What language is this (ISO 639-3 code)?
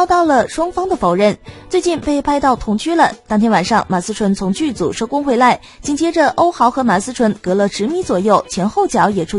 zho